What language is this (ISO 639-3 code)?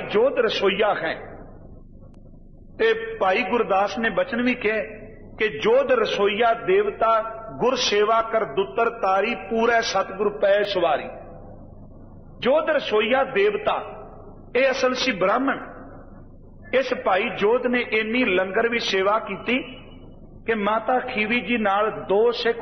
pan